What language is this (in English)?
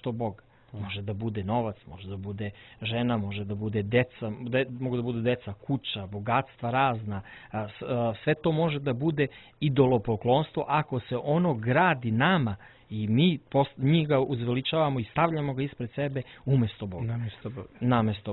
Serbian